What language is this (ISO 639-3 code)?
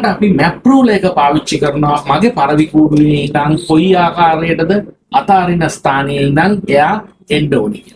sin